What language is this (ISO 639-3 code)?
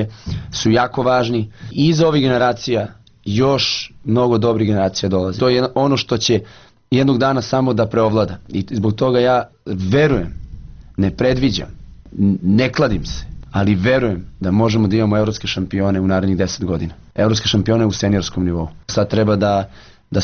srp